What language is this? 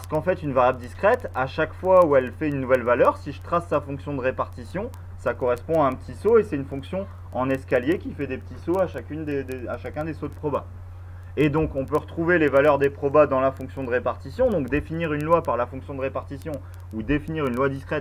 French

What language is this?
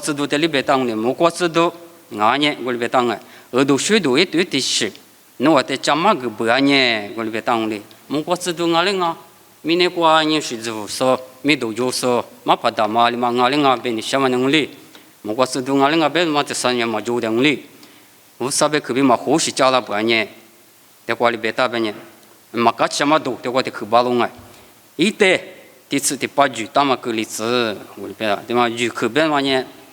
Lisu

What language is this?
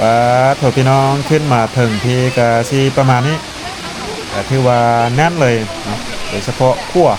Lao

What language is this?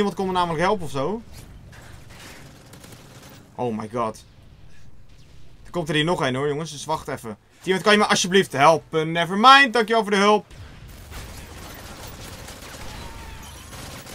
Dutch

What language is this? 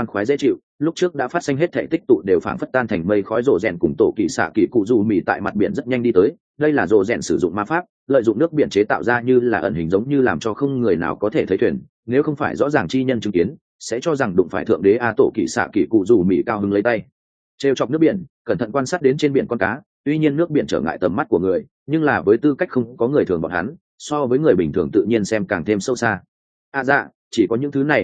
Vietnamese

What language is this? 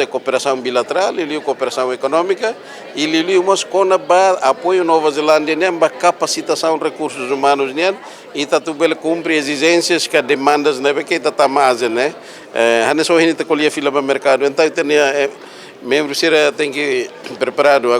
Tetum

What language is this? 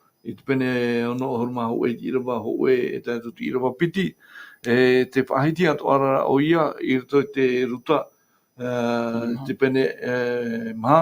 Tahitian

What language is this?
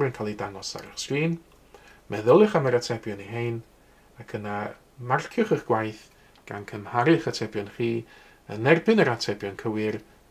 Welsh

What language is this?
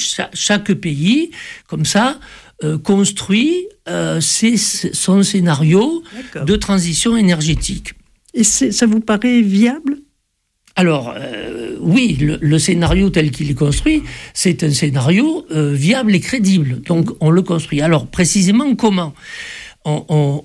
French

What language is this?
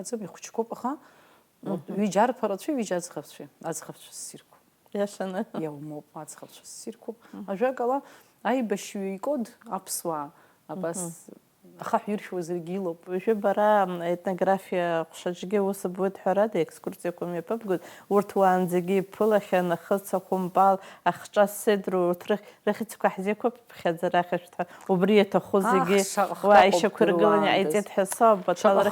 Abkhazian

